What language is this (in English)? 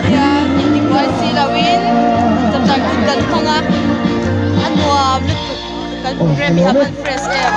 Mizo